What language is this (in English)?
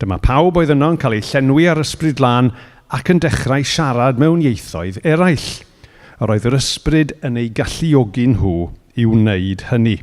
Welsh